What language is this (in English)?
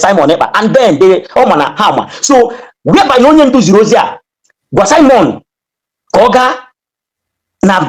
Igbo